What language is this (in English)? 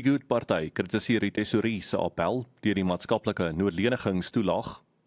Afrikaans